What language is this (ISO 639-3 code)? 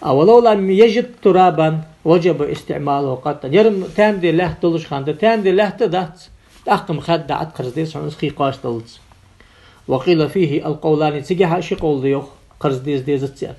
inh